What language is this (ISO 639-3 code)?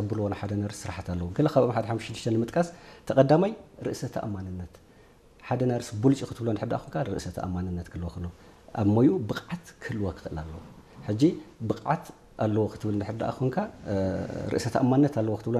tir